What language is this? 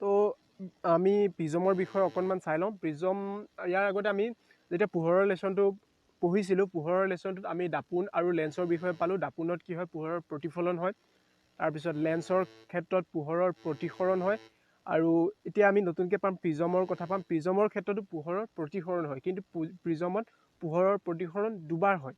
Assamese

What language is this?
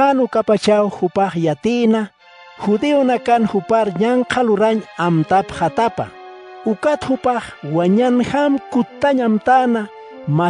Aymara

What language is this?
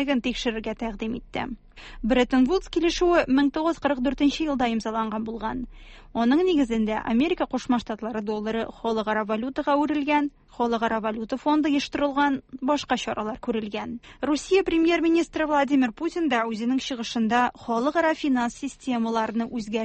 Tatar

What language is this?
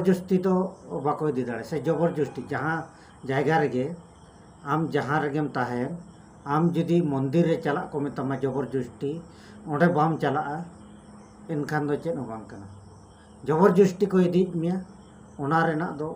Santali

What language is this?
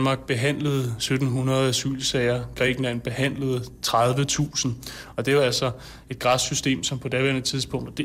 Danish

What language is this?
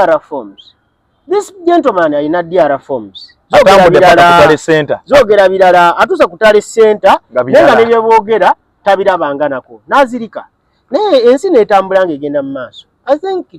Ganda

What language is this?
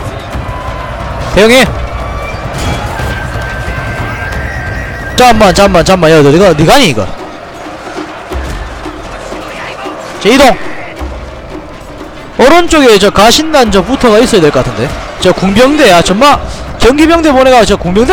Korean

